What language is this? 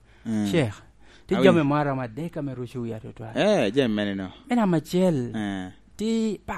Lango (Uganda)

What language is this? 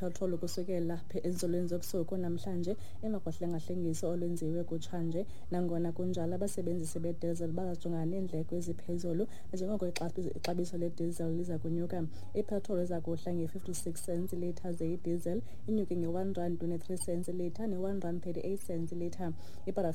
Xhosa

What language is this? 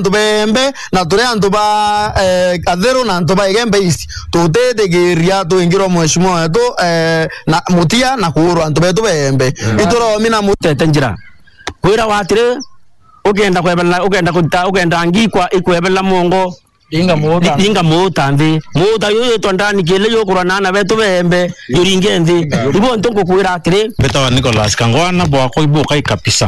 Meru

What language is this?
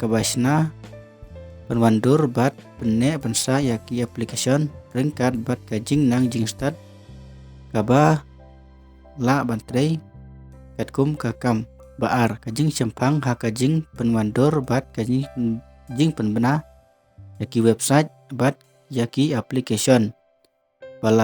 Khasi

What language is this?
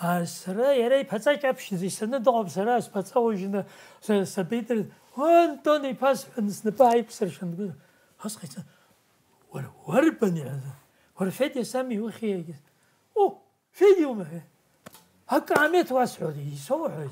Abkhazian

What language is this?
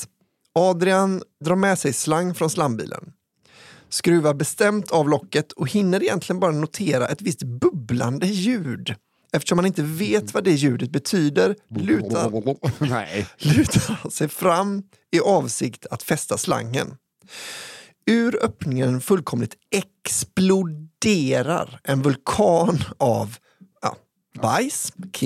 Swedish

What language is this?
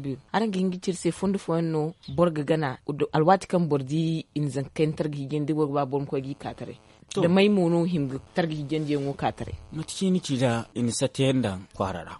Zarma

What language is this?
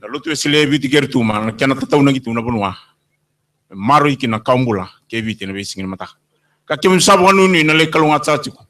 Fijian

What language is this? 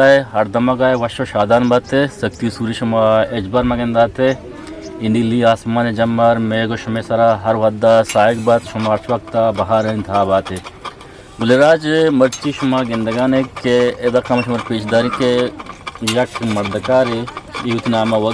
Eastern Balochi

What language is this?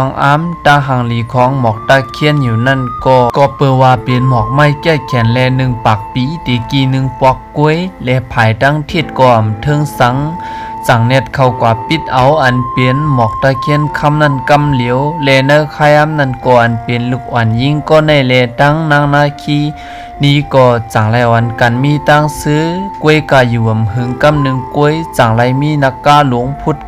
Shan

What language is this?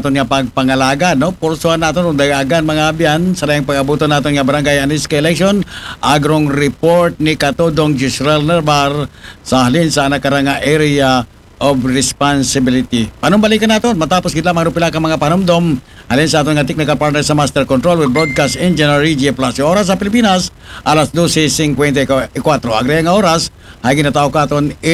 Aklanon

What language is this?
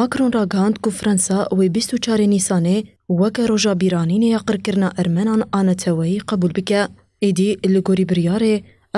Kurdish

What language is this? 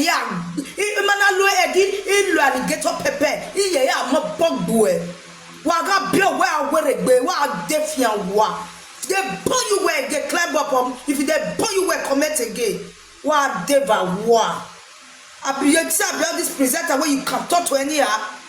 Nigerian Pidgin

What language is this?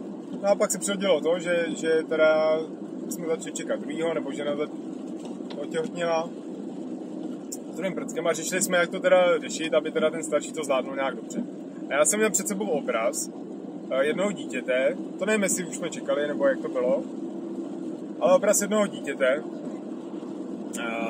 Czech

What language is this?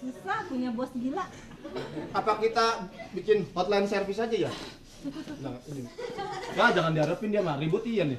Betawi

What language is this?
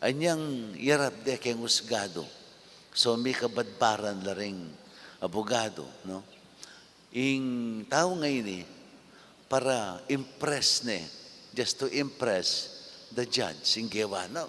Pampanga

